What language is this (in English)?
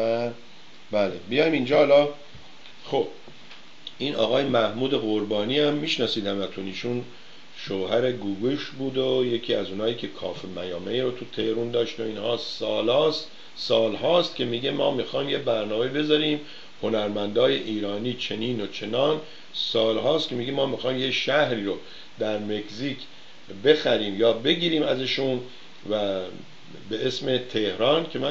Persian